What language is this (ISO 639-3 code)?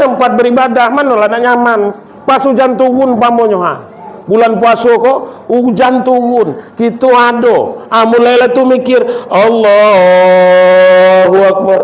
min